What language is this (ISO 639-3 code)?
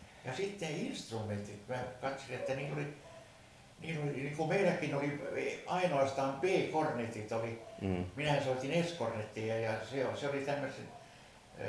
fin